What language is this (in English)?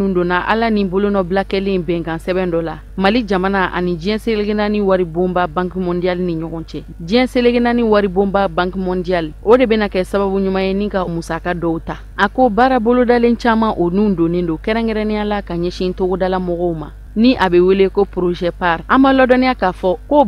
Bambara